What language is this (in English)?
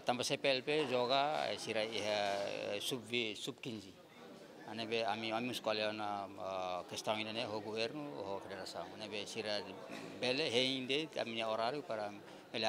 Tetum